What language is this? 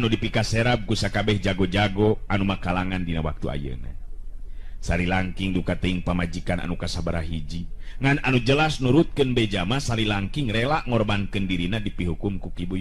Sundanese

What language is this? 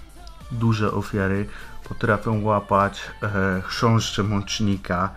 Polish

